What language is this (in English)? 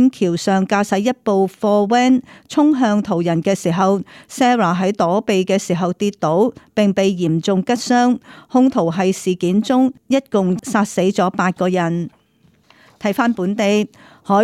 Cantonese